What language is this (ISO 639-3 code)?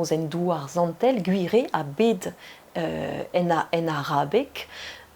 bre